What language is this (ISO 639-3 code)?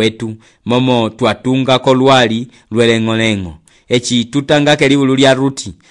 umb